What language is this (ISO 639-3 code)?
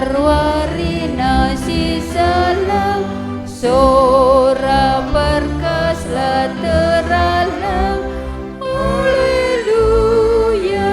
btx